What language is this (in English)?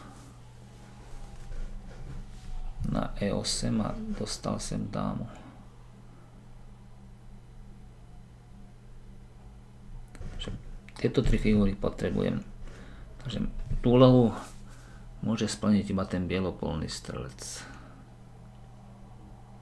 Slovak